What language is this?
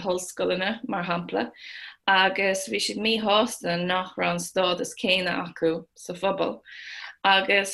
Irish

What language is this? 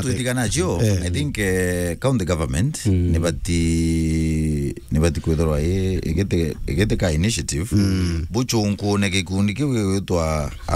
Meru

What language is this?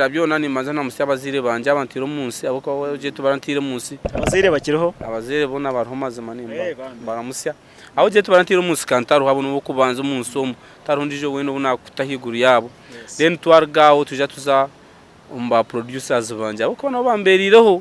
Nyankole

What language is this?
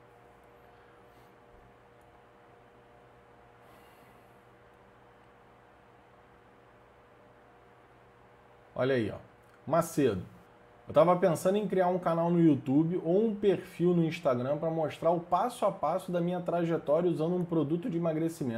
Portuguese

